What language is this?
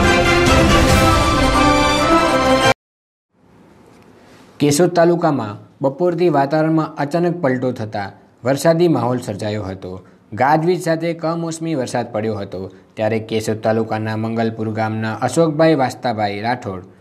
Gujarati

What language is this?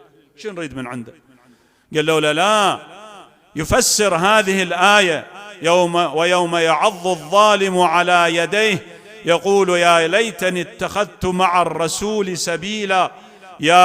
Mesopotamian Arabic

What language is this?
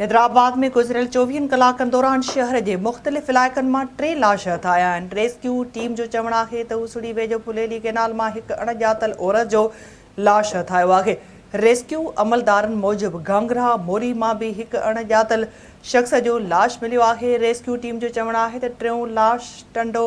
Sindhi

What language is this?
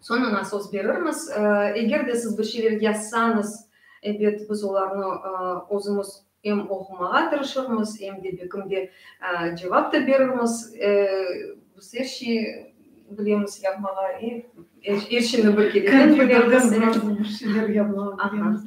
Crimean Tatar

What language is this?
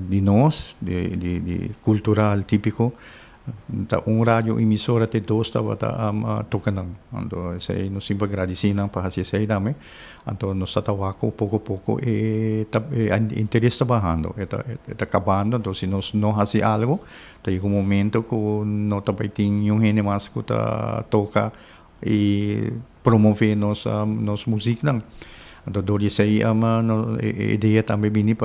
Papiamento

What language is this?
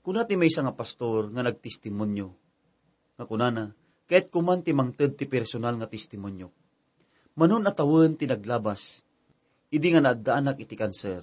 Iloko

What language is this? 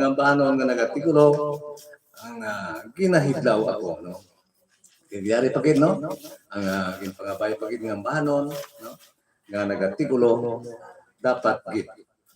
Hiligaynon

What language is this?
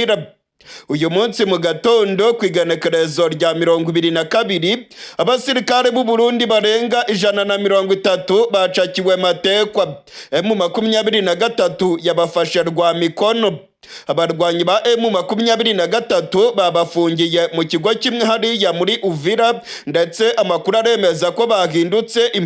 Rundi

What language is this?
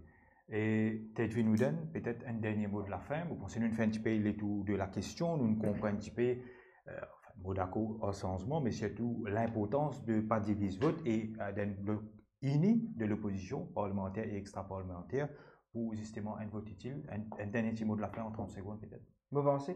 Morisyen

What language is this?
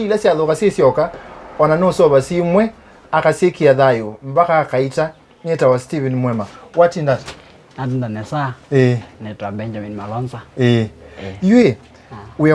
Kamba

